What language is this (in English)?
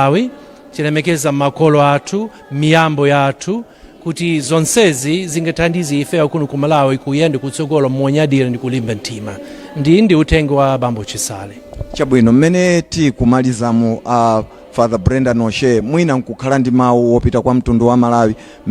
Nyanja